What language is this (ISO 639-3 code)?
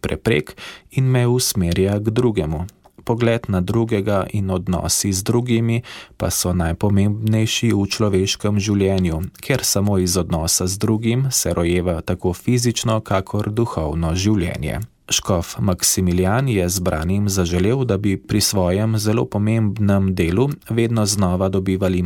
slv